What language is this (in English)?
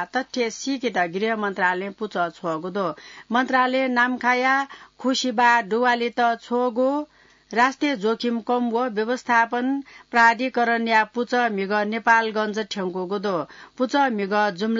Newari